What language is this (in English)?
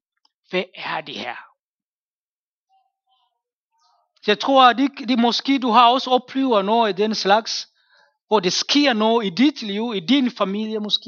Danish